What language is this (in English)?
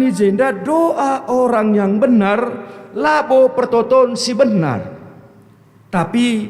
Batak Karo